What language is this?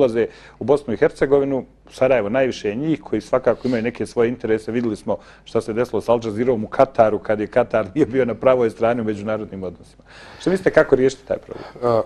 Bosnian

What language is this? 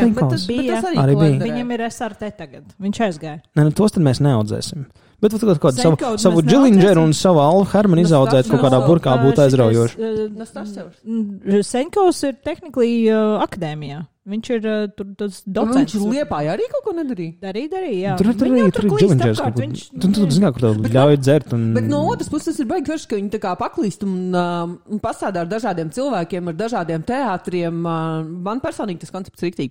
Latvian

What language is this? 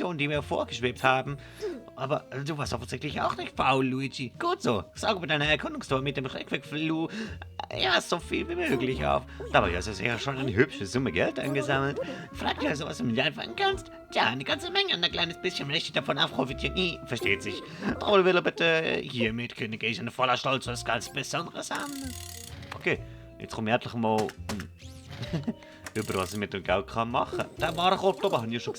Swiss German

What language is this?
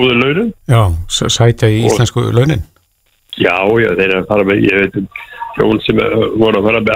Icelandic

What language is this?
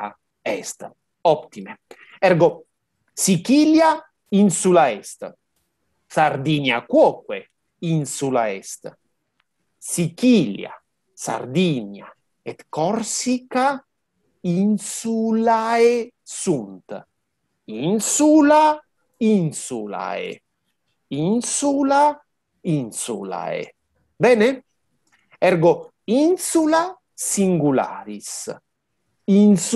Latin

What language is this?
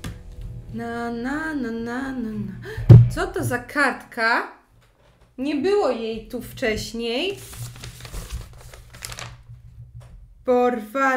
Polish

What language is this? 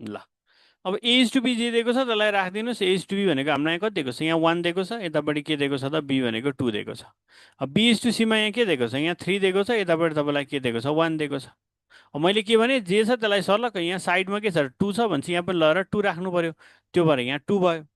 Nepali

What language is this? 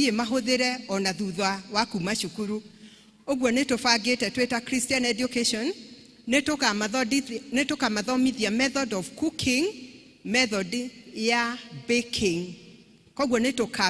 Kikuyu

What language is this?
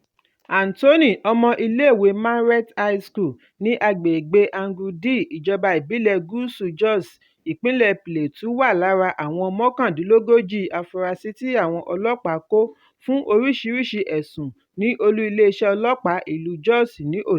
Yoruba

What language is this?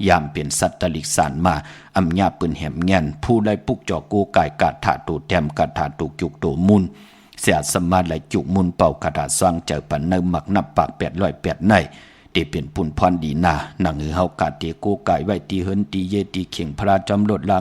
Shan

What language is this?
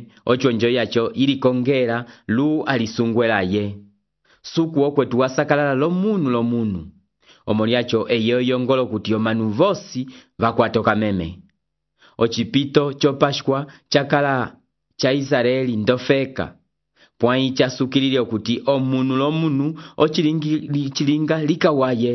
Umbundu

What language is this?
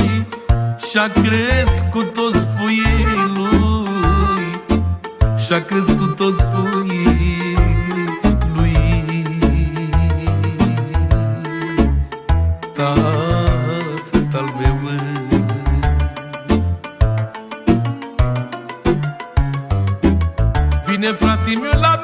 Romanian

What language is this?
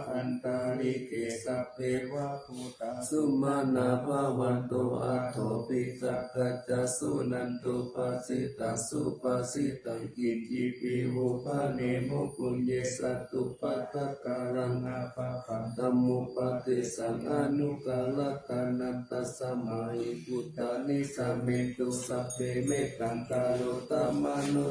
Pali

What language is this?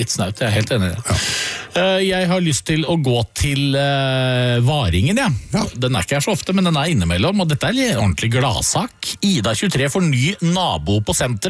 Norwegian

